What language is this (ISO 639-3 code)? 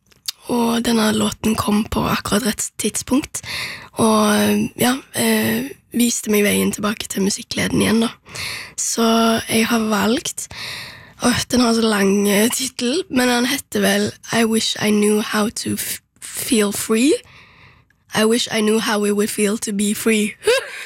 nor